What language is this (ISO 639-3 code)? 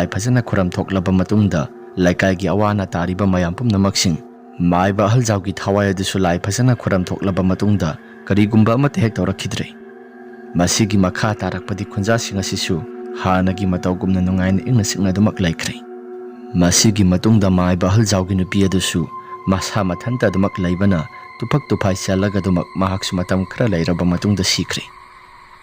mni